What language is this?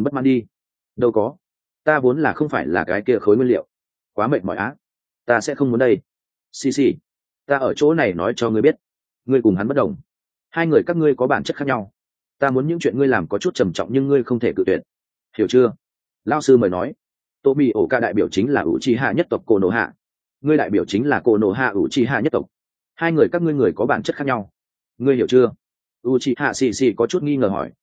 Vietnamese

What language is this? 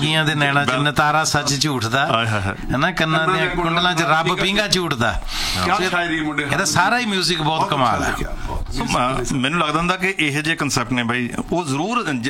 Punjabi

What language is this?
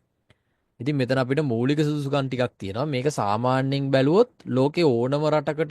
Sinhala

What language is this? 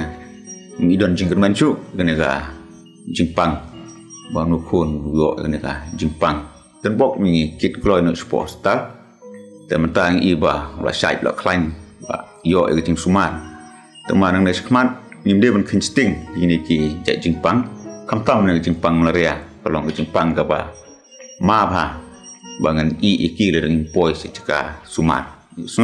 Khasi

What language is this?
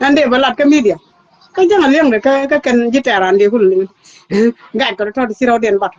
Nuer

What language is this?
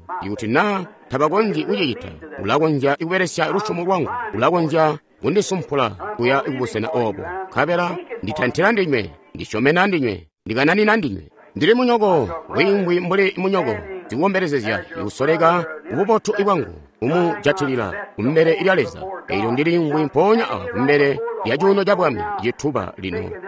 Tonga (Zambia)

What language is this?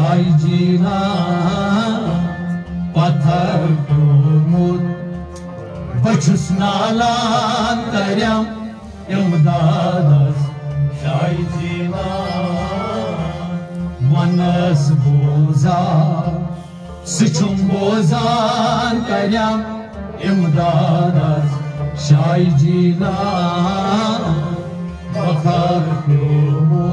Kashmiri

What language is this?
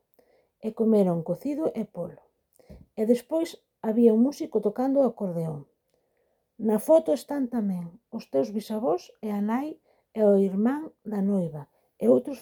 Galician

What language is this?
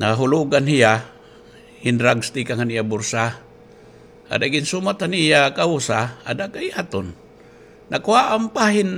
Waray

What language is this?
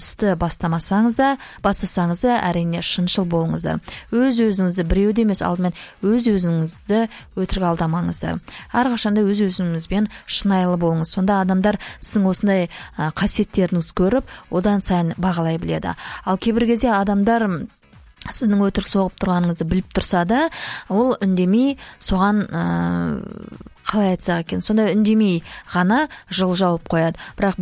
Kazakh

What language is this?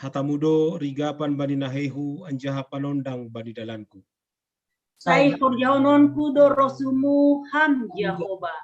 Batak Simalungun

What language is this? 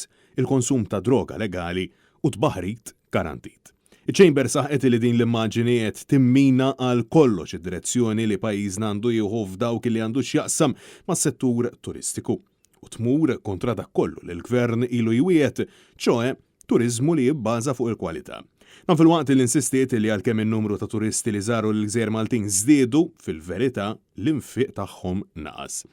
Maltese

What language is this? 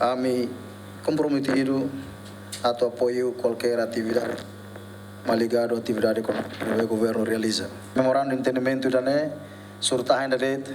Tetum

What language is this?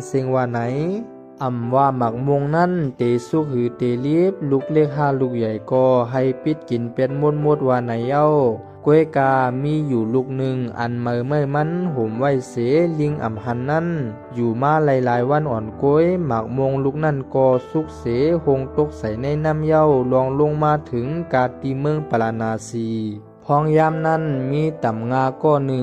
Shan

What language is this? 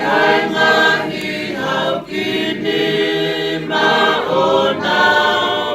Tongan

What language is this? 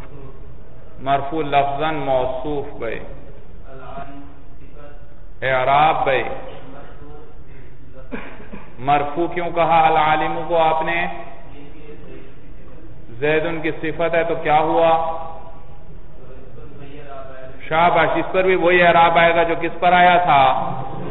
Urdu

